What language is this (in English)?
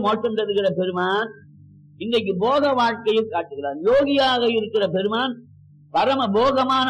Tamil